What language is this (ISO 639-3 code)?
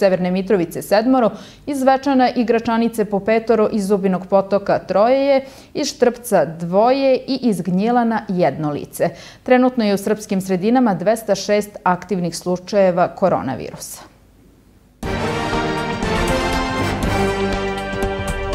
srp